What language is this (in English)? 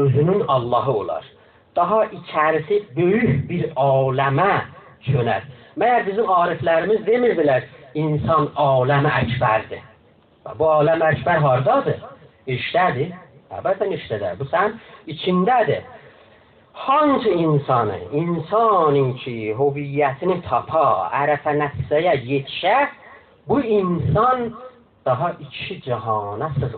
South Azerbaijani